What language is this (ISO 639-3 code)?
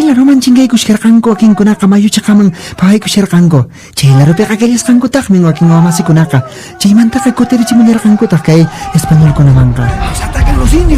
que